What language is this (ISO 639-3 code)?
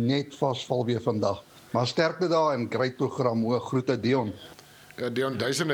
afr